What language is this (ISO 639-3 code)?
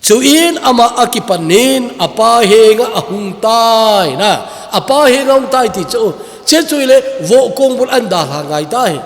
tcz